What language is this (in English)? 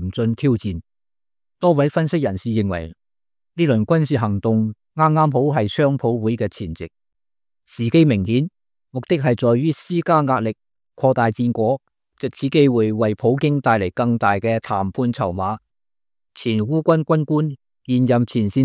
Cantonese